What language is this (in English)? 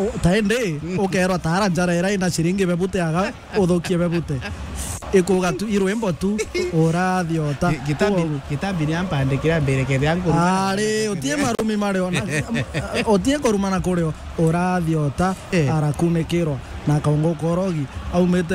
Meru